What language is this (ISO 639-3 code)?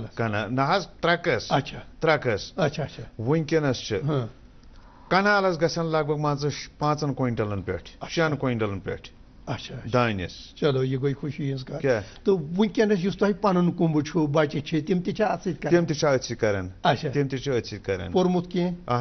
kas